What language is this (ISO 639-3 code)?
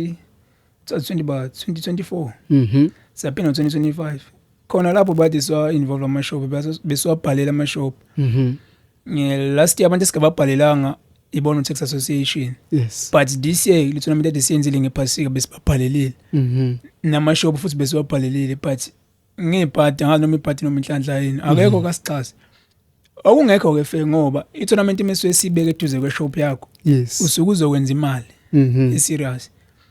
zul